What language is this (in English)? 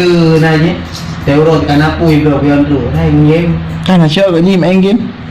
Achinese